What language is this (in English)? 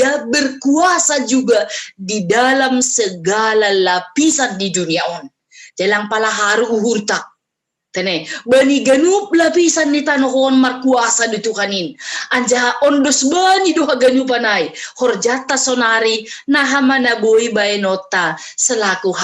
Batak Simalungun